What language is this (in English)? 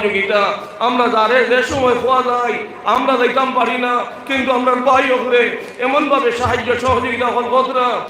Sylheti